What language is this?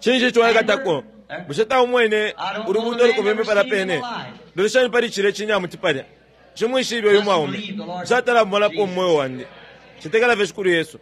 Bemba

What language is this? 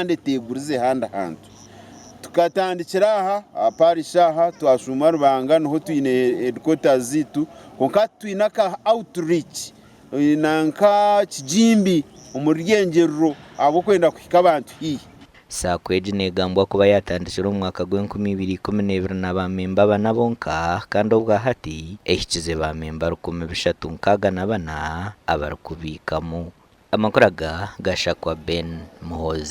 Nyankole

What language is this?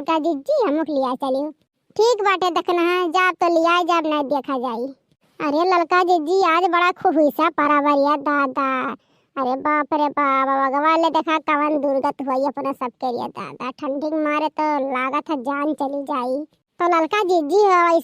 Awadhi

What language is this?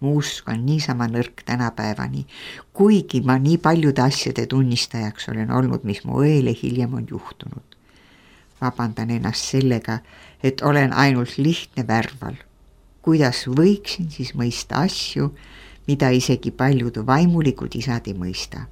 Estonian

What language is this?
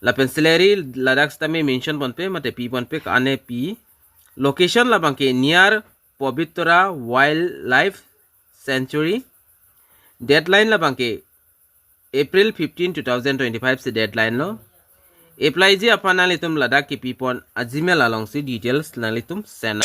Karbi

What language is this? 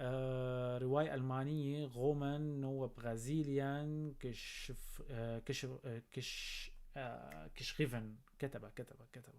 North Levantine Arabic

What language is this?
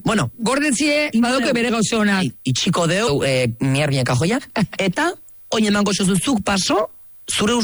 Basque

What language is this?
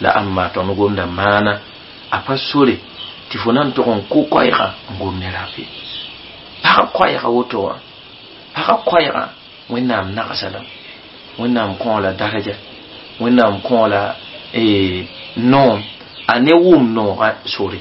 Mossi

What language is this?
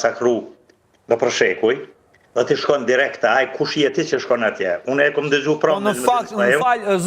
Albanian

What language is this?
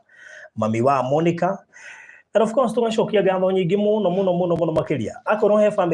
Kikuyu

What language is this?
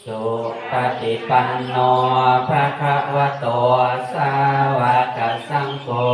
Pali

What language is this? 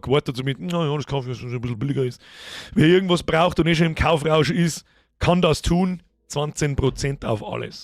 Bavarian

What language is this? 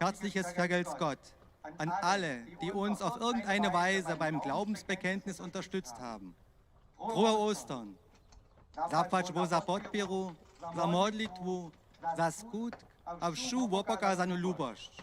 Upper Sorbian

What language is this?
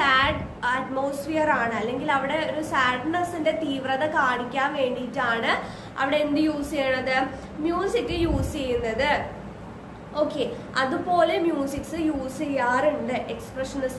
Malayalam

